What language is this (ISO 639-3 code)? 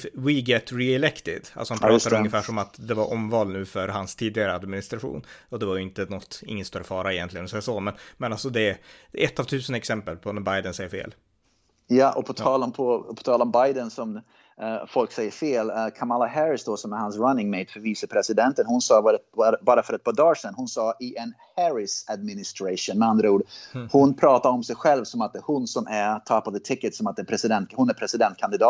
swe